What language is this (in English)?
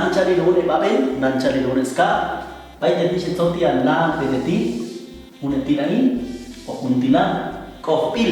Popti'